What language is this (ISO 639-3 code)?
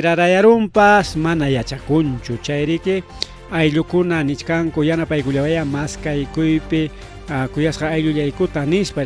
quy